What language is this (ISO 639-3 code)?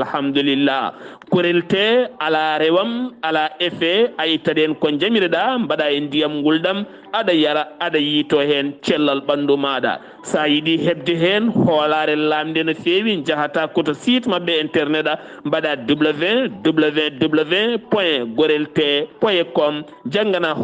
ful